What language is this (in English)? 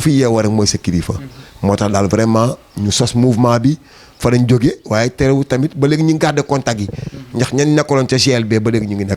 Wolof